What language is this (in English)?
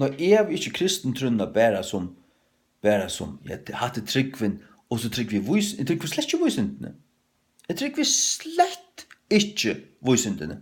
Faroese